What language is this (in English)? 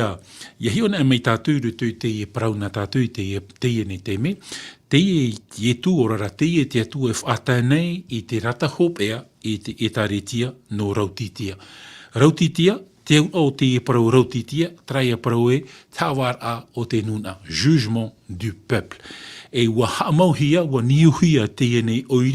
Tahitian